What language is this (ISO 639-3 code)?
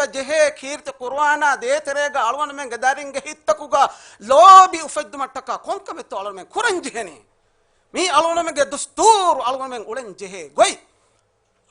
div